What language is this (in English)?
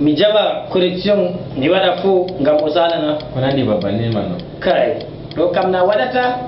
Fula